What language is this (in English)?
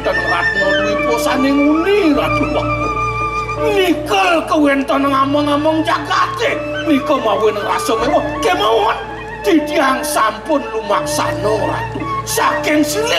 Balinese